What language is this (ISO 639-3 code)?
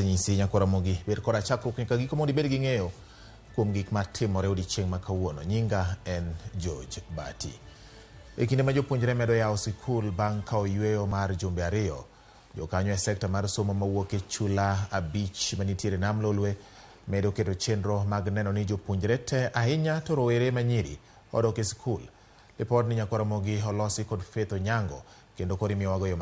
luo